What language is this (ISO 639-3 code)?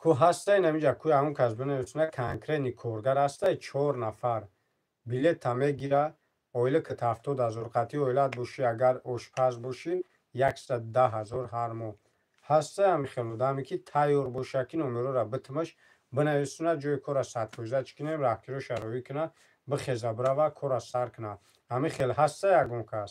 tgk